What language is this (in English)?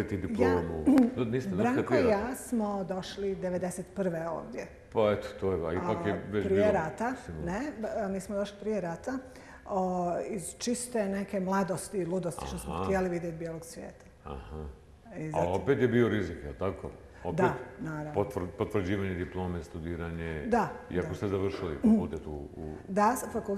Bosnian